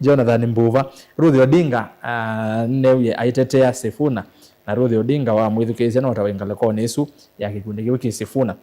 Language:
Kamba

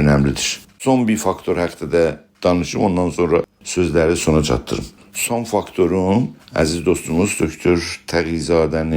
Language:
South Azerbaijani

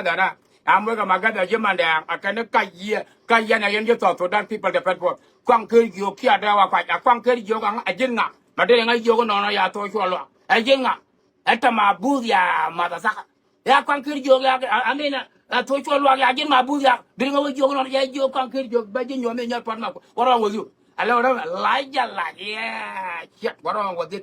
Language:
Nuer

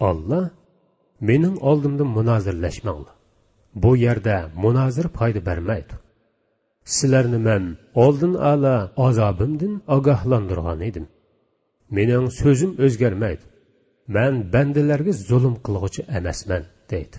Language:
Uyghur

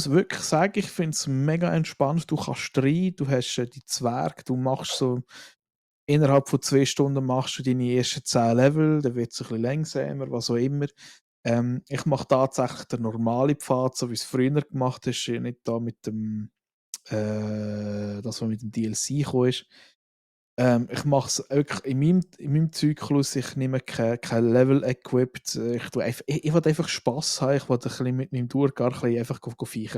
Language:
Swiss German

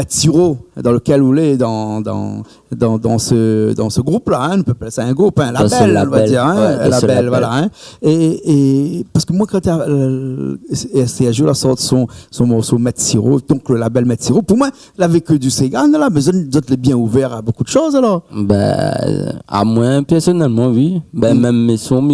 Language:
Réunion Creole French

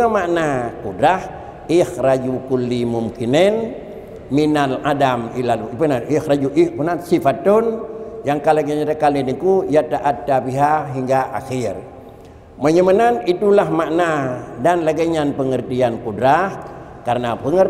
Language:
Achinese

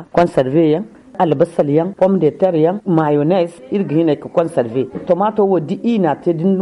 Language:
Zarma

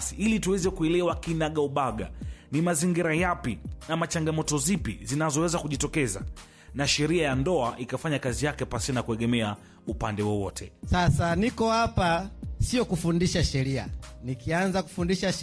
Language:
Swahili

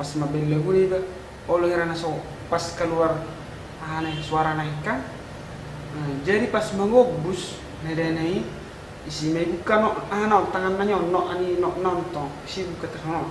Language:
Batak Toba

